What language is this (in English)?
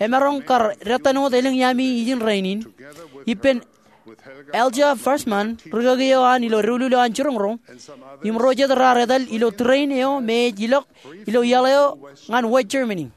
Marshallese